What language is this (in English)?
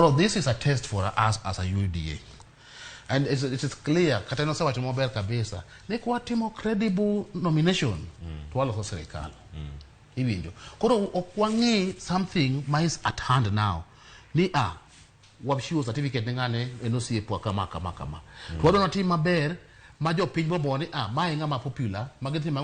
Luo (Kenya and Tanzania)